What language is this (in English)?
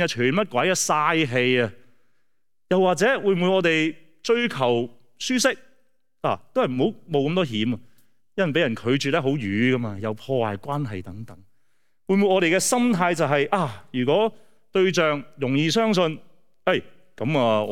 Cantonese